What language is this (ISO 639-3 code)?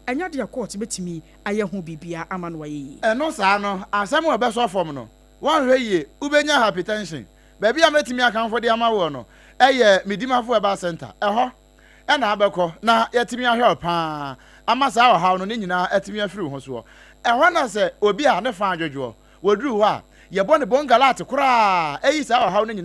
aka